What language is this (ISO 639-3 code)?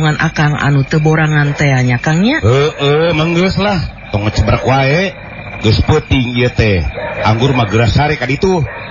sun